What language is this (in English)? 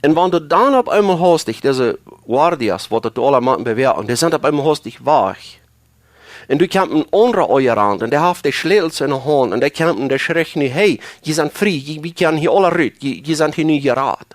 Plautdietsch